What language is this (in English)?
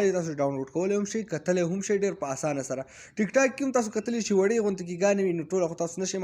Pashto